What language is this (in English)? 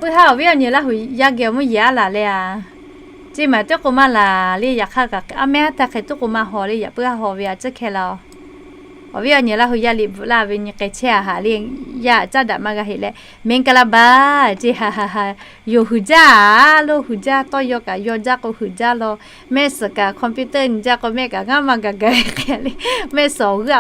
Lahu